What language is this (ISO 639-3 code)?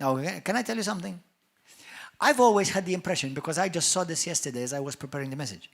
eng